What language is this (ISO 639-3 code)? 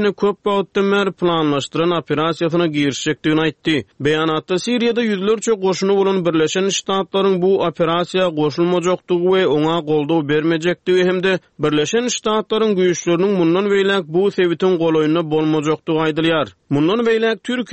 tuk